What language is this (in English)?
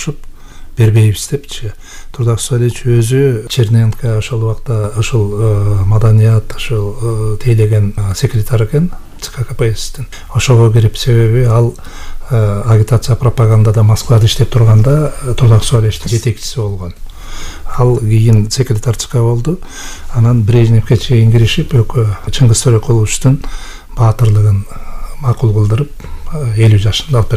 Kyrgyz